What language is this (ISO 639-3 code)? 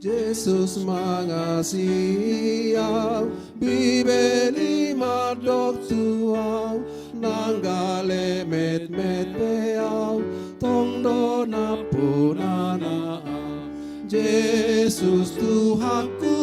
bbc